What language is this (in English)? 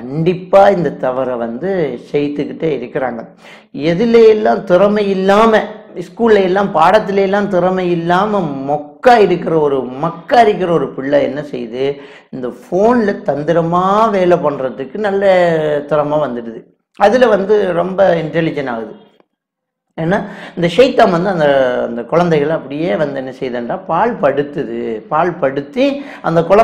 Tamil